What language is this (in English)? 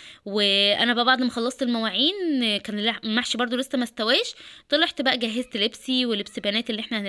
Egyptian Arabic